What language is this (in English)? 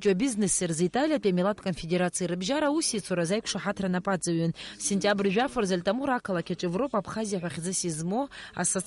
Abkhazian